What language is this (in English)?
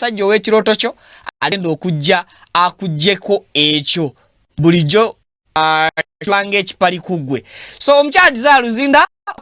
Ganda